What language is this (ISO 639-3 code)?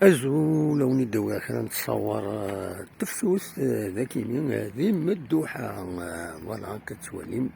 kab